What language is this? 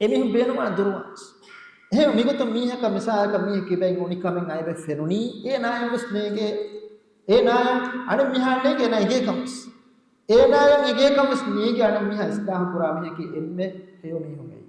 Divehi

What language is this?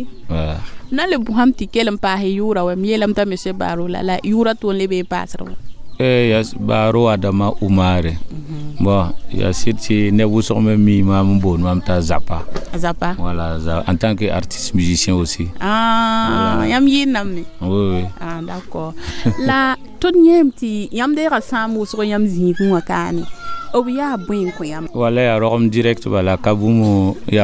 Mossi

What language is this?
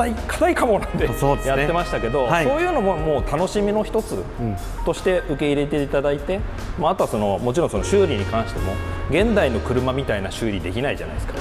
Japanese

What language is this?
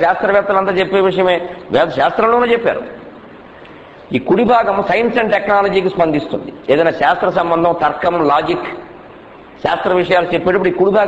Telugu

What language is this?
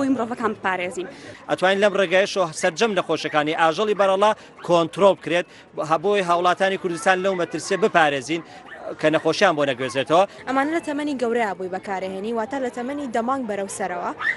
Central Kurdish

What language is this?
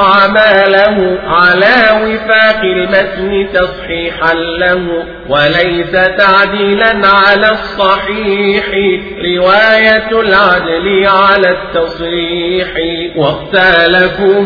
Arabic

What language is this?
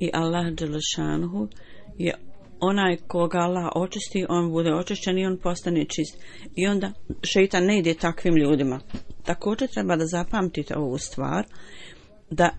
Bosnian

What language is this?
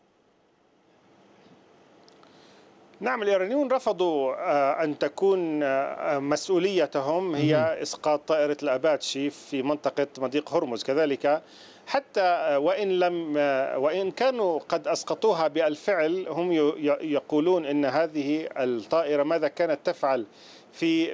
Arabic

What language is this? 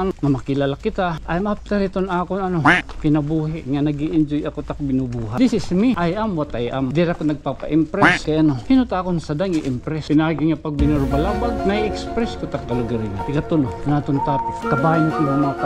Waray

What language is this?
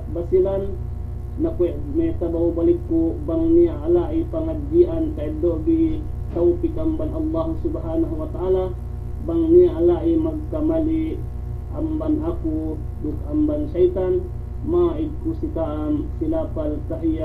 Yakan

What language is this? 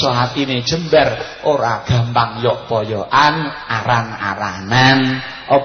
Javanese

